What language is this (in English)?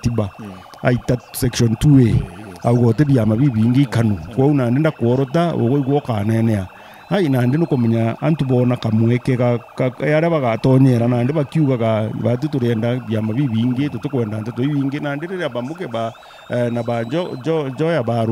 Meru